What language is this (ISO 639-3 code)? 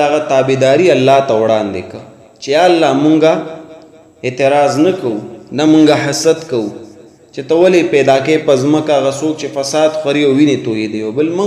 pus